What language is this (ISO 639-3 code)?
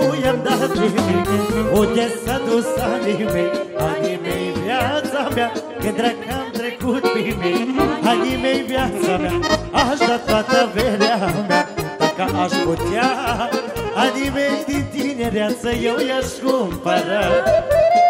ron